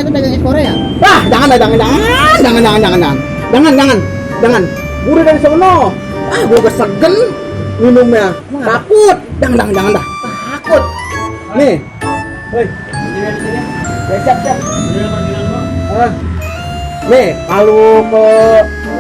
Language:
Betawi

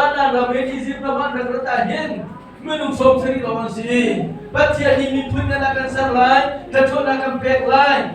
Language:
Hakha Chin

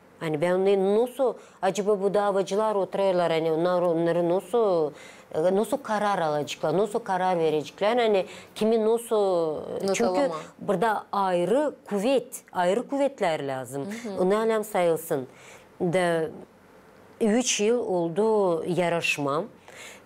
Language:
Gagauz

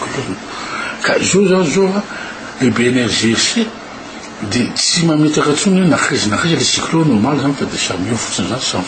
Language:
Malagasy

